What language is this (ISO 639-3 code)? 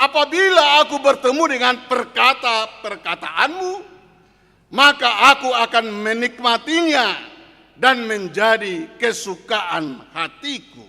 bbc